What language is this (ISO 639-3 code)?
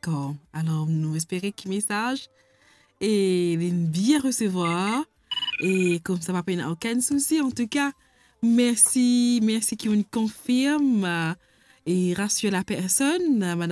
mfe